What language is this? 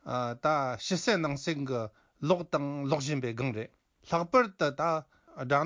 Tibetan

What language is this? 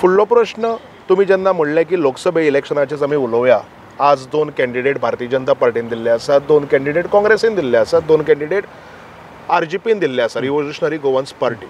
Konkani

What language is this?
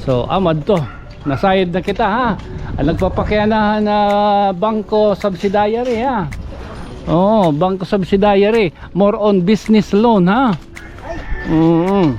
Waray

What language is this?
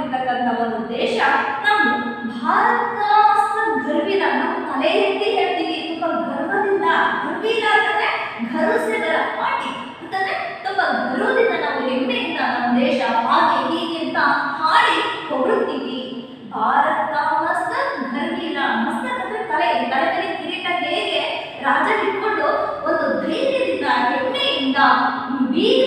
Kannada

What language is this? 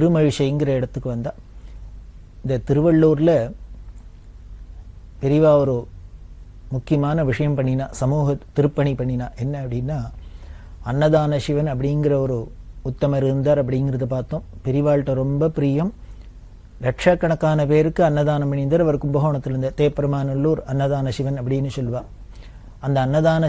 Tamil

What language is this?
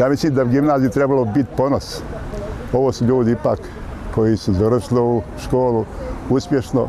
Bosnian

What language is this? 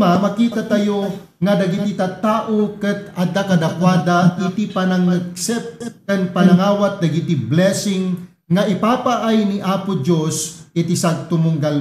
Iloko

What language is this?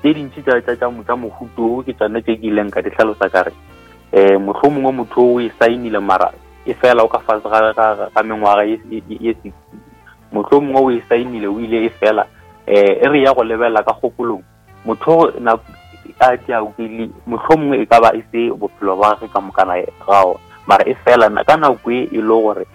Northern Sotho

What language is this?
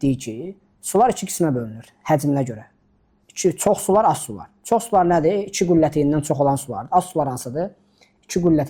Azerbaijani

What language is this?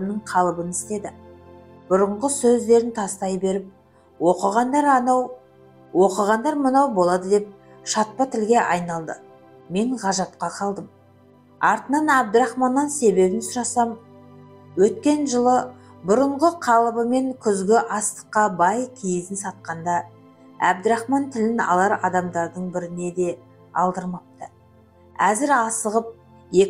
Kazakh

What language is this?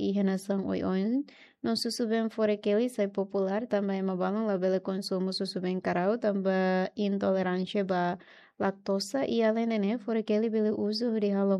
Tetum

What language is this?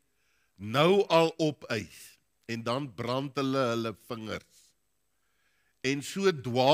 Afrikaans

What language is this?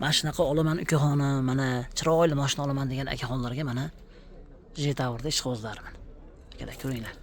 Uzbek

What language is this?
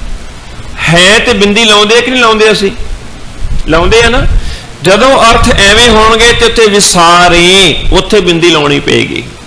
Punjabi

